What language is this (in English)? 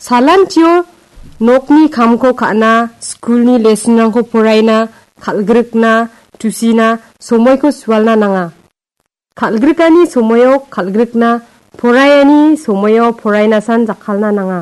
Garo